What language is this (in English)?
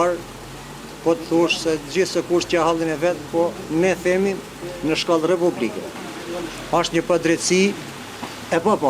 Albanian